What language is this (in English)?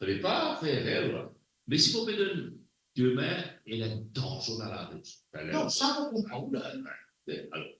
Morisyen